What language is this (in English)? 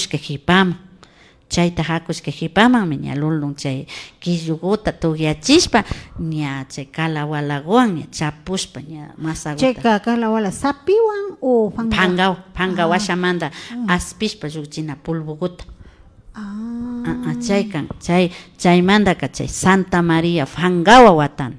Imbabura Highland Quichua